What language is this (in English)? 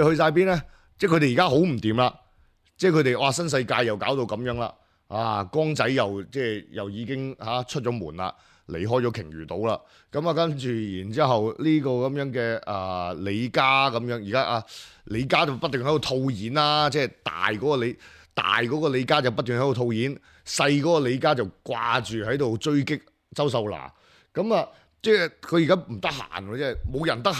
Cantonese